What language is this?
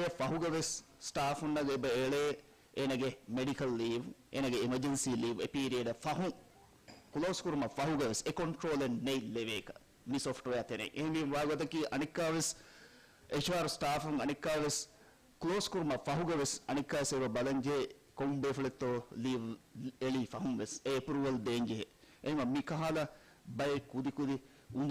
Divehi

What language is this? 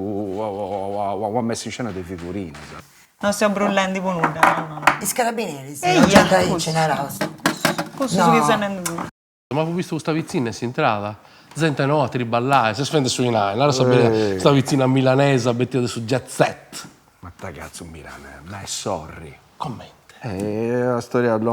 Sardinian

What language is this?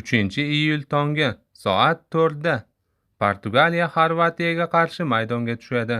Uzbek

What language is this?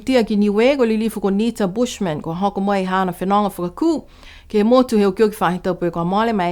Niuean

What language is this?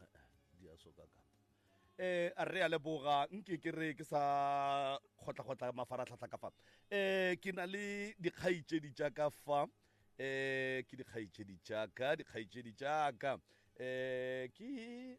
Northern Sotho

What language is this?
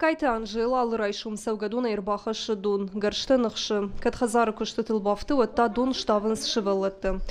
Ossetic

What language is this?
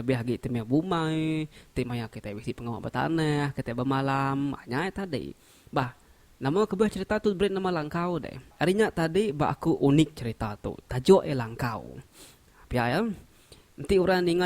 Iban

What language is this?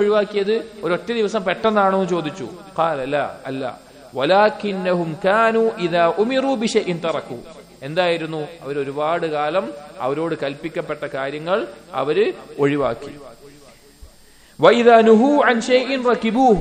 Malayalam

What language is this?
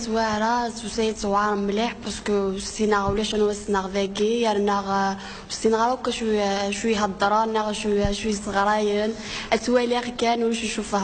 Kabyle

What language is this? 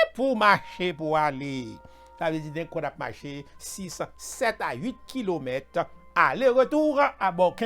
Haitian Creole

